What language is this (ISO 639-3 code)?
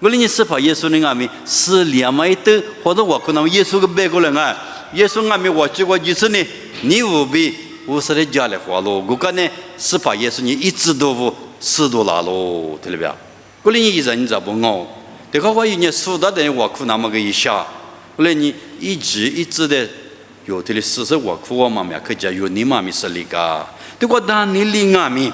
lis